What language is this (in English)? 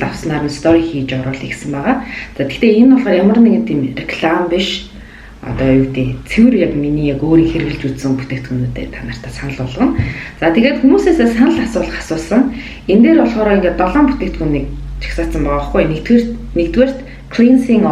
Mongolian